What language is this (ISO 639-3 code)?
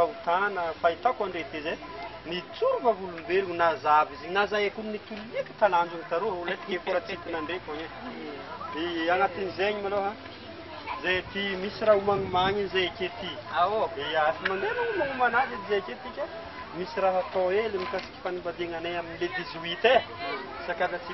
mlg